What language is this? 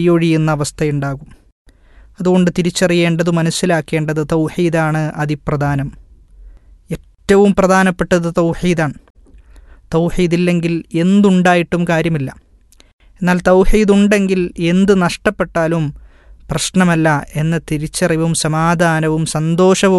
Malayalam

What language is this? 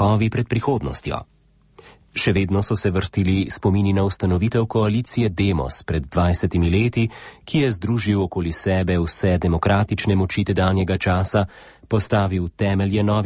Slovenian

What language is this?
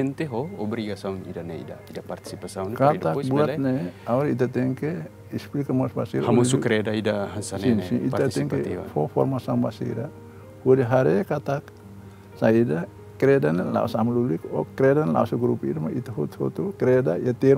Tetum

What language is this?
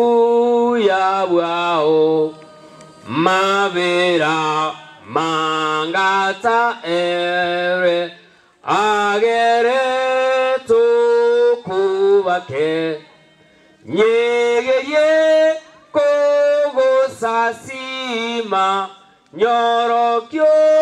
Gusii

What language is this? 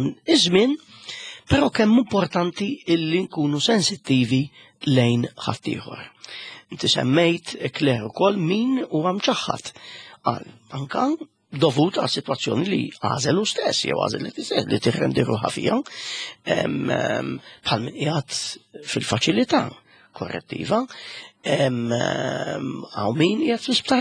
Maltese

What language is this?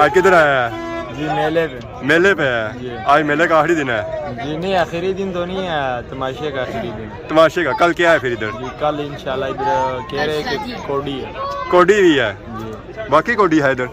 Pahari-Potwari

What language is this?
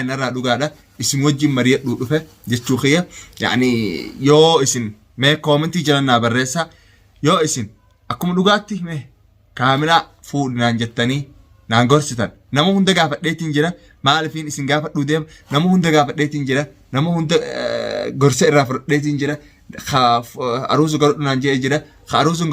Oromo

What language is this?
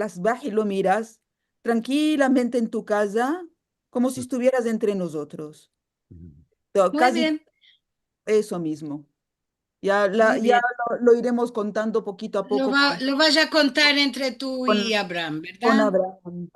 Ladino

